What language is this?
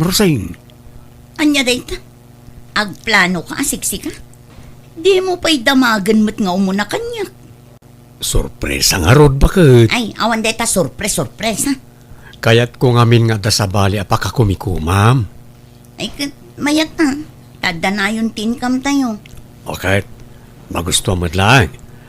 Iloko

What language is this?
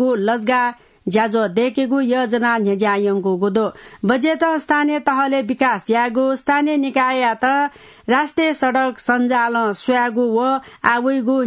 Newari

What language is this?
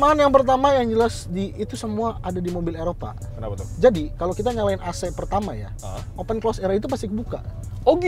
Indonesian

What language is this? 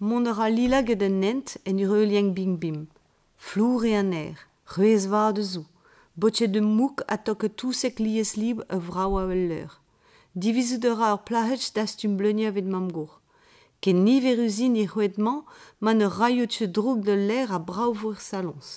Breton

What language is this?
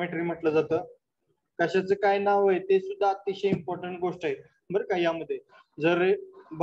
Marathi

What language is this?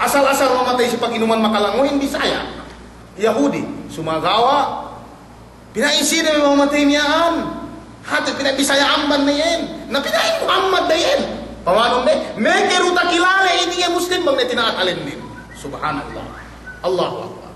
Yakan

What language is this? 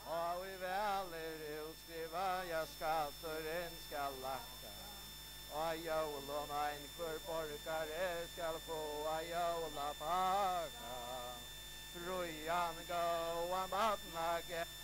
Faroese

